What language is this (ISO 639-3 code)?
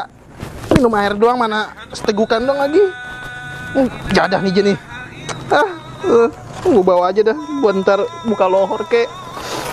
bew